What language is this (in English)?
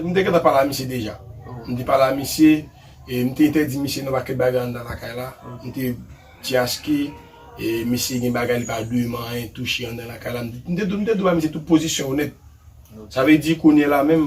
Haitian Creole